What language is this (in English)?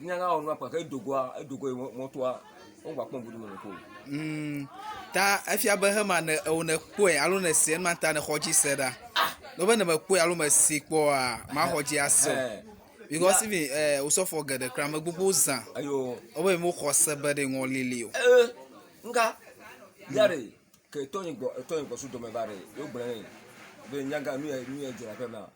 Ewe